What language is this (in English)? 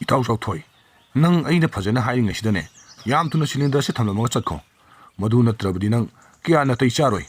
Manipuri